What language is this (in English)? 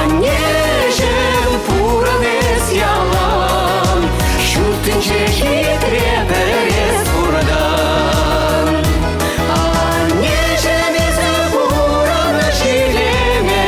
Chuvash